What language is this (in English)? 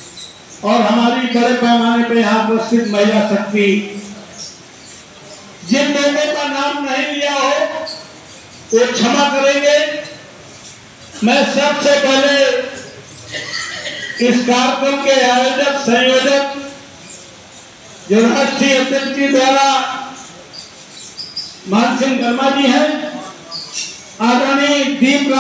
Hindi